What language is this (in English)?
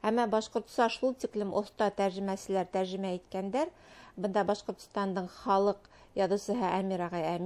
Bashkir